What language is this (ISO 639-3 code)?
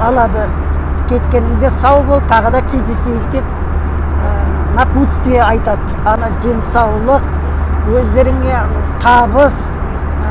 kaz